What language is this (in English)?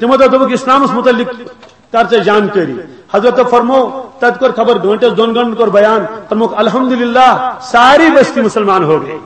Kashmiri